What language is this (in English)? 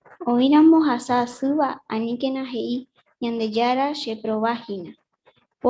Guarani